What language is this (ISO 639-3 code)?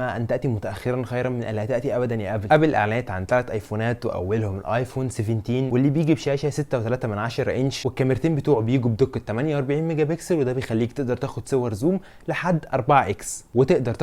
arz